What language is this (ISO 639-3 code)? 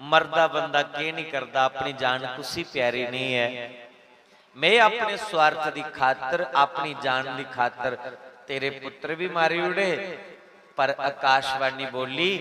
doi